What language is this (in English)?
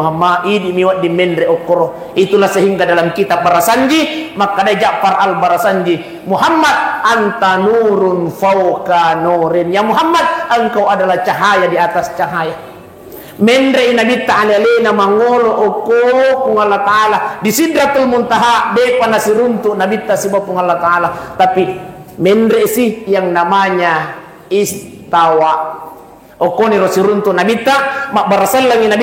Buginese